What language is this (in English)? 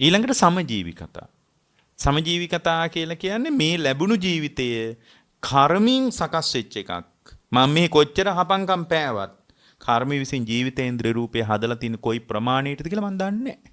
Sinhala